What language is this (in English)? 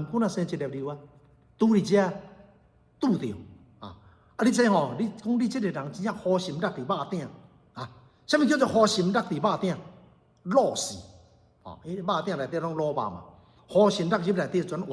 Min Nan Chinese